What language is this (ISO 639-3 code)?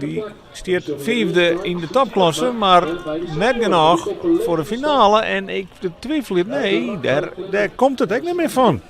fry